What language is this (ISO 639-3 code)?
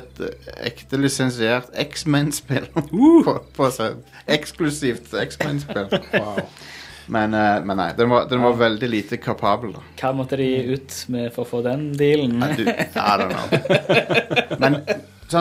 nor